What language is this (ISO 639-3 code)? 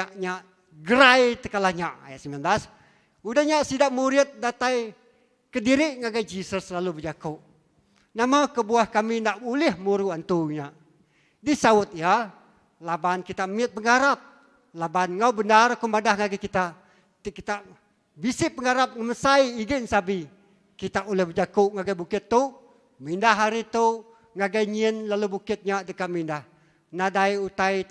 iba